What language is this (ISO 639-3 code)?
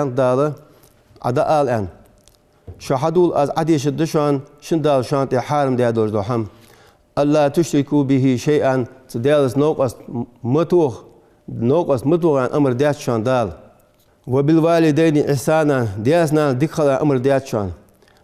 inh